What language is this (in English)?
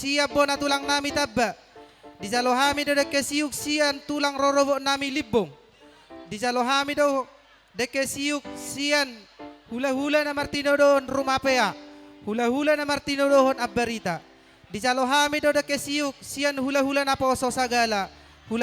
Batak Toba